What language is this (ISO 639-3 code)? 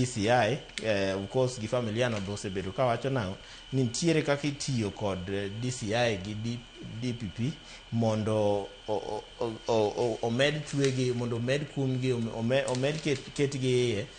luo